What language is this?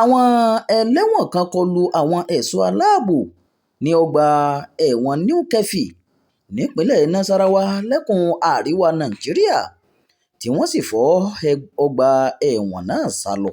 Yoruba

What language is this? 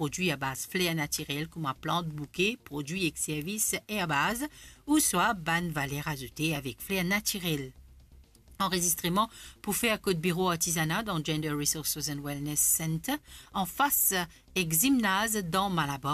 Morisyen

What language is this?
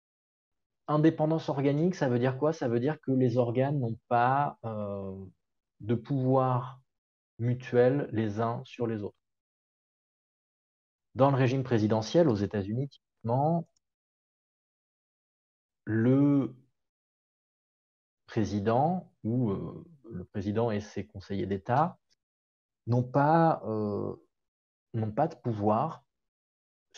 French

